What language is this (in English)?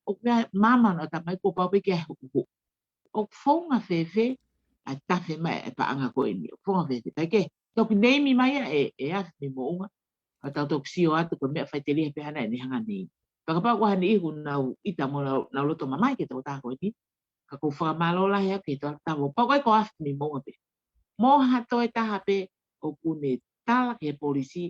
Tongan